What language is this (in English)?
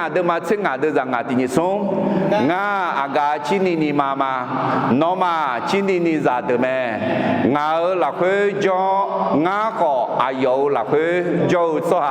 Akha